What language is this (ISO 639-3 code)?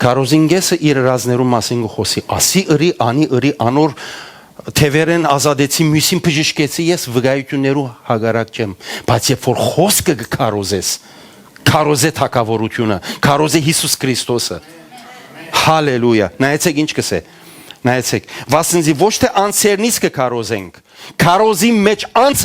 hyw